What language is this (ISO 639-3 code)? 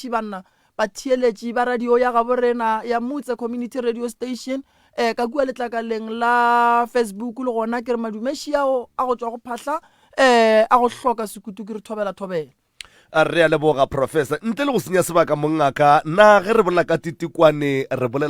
nso